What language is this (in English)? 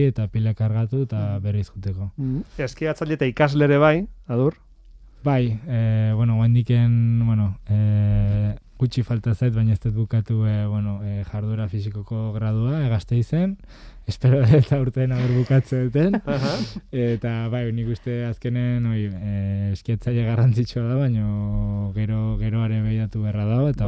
Basque